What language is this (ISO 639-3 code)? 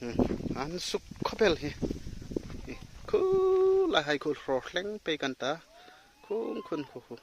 hmr